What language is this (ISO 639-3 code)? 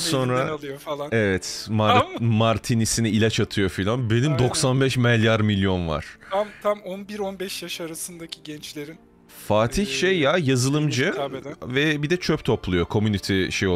tur